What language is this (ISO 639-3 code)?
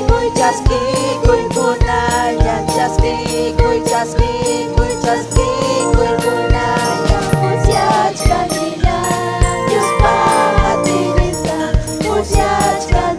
quy